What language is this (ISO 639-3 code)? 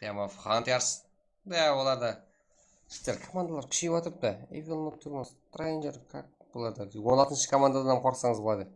kaa